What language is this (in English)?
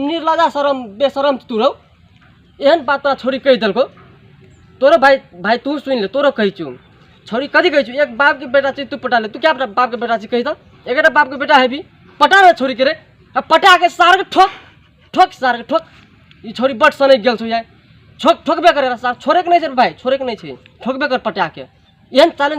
Maithili